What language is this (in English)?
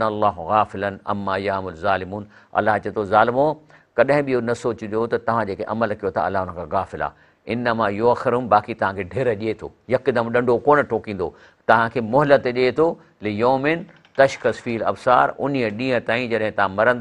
Sindhi